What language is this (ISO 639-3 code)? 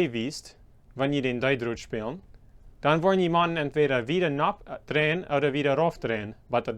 pdt